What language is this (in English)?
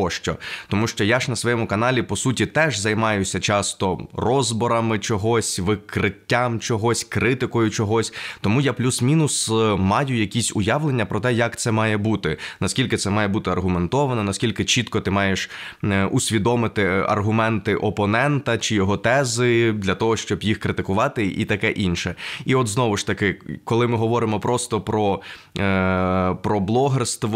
Ukrainian